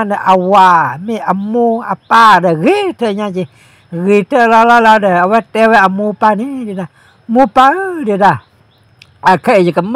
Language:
S'gaw Karen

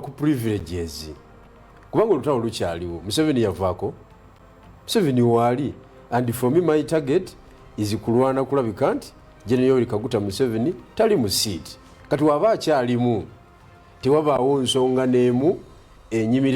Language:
Ganda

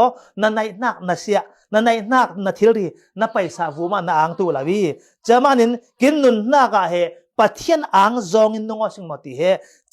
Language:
Falam Chin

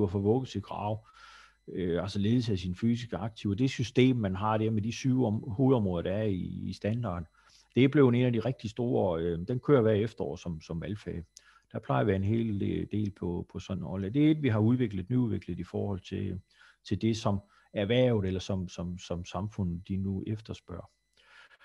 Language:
Danish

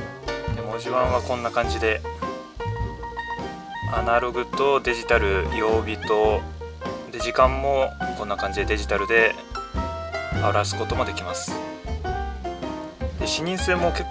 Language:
Japanese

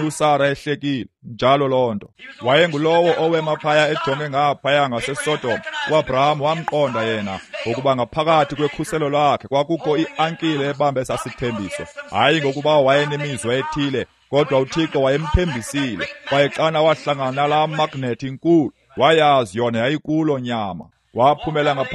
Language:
Xhosa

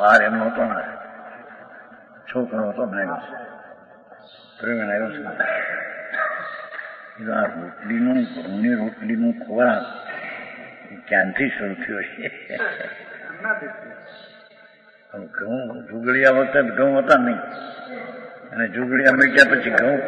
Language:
Gujarati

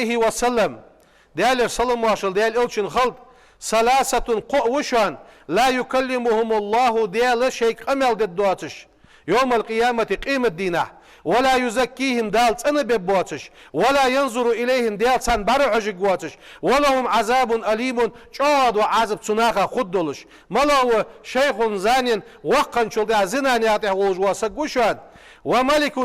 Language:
Ingush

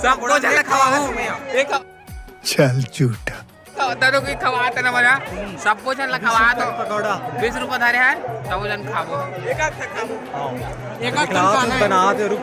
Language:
Chhattisgarhi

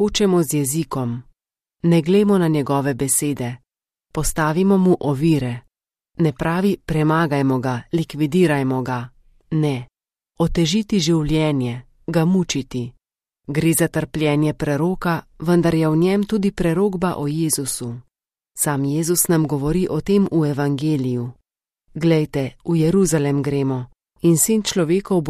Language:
Slovenian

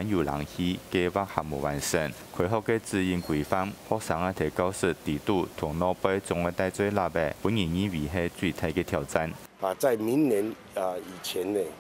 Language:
Hakka Chinese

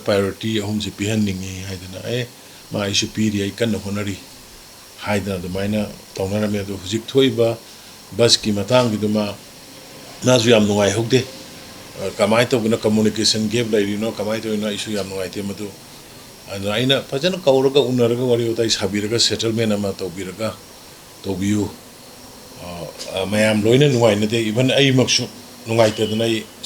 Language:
Manipuri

